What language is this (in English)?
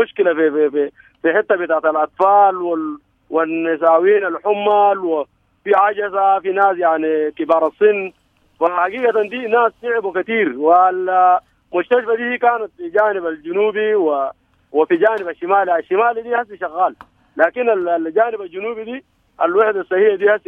Sudanese Arabic